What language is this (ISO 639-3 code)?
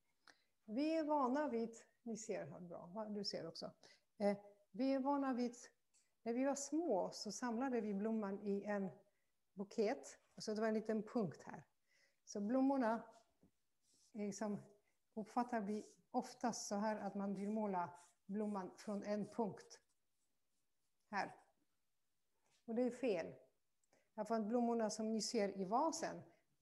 swe